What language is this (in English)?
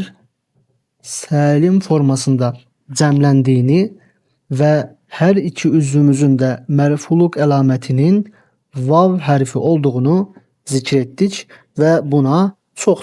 Azerbaijani